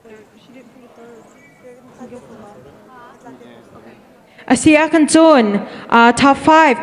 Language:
Hakha Chin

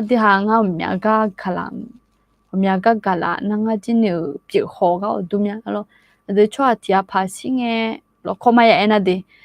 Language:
Akha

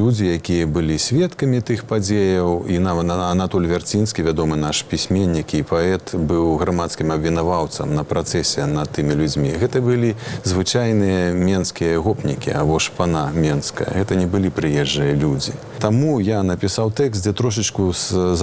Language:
Belarusian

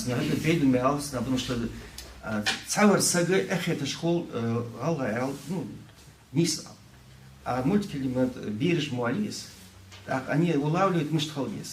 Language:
Ingush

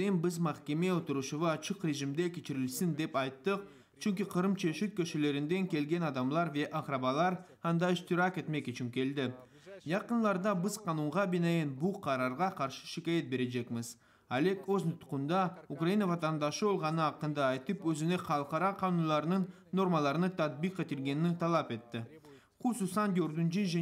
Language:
Crimean Tatar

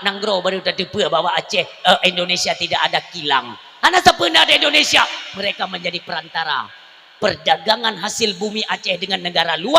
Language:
Achinese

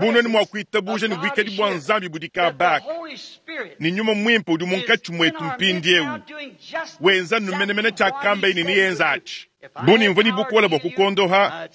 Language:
Luba-Lulua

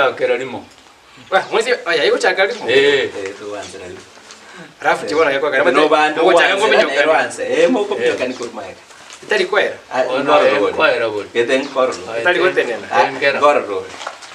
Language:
Gusii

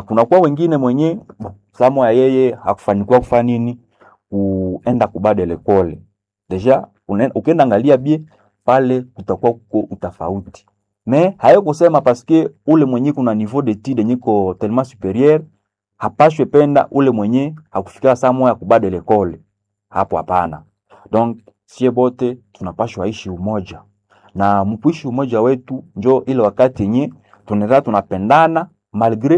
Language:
Swahili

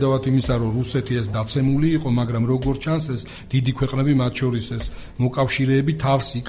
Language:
Georgian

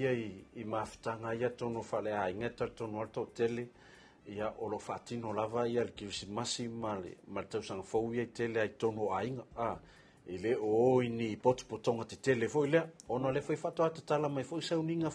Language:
Samoan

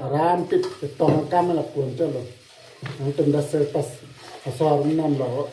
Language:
Karbi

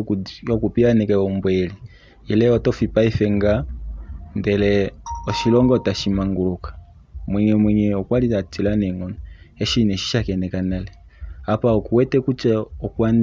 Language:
Kuanyama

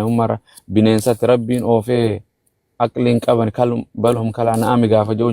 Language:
Oromo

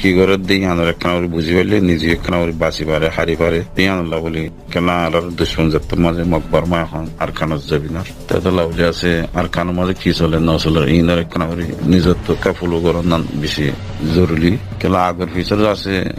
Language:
Rohingya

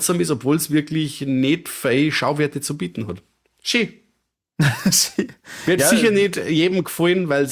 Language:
German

